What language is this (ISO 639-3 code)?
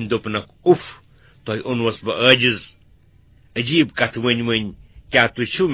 kas